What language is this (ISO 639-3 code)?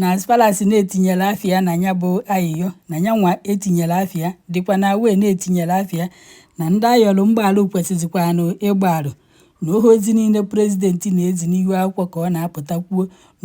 ibo